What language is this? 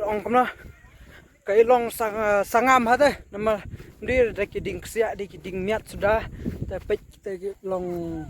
Khasi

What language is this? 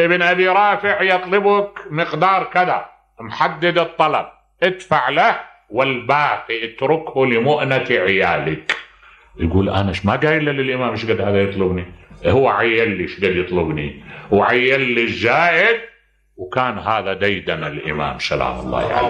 Mesopotamian Arabic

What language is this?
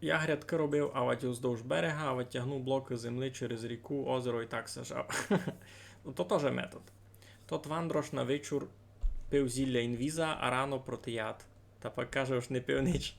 Rusyn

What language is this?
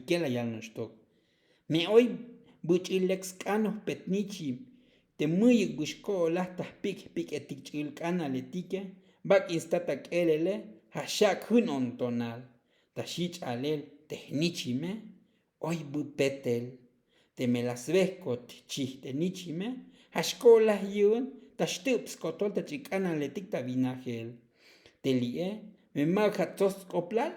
Tzotzil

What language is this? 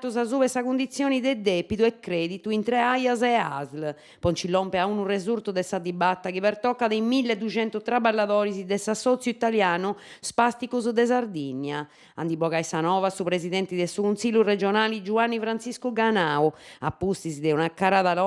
Sardinian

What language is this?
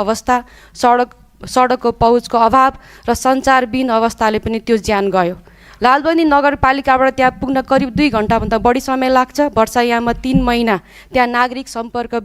Nepali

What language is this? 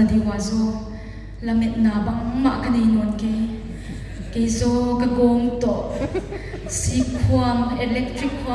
Paite Chin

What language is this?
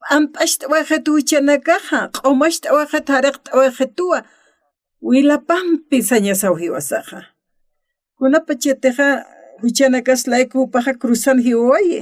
Aymara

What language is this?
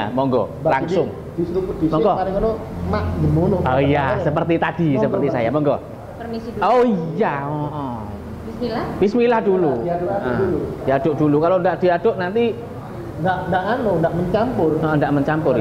Indonesian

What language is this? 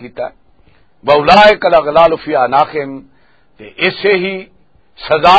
Western Panjabi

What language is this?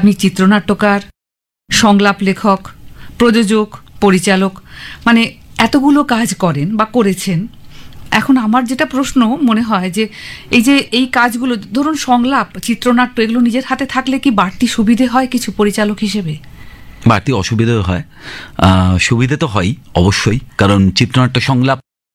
Bangla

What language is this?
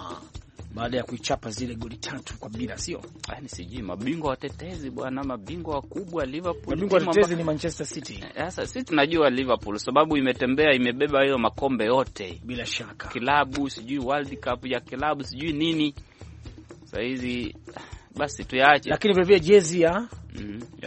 Swahili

